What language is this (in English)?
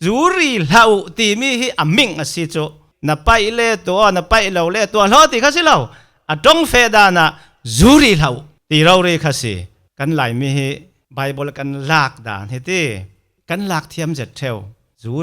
Falam Chin